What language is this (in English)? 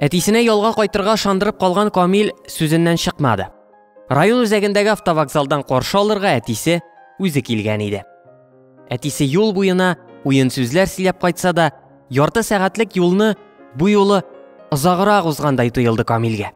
Tatar